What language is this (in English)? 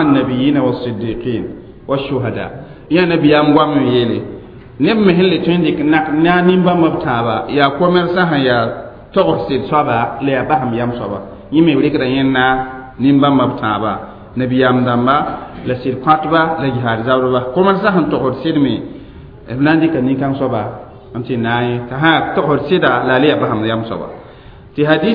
Mossi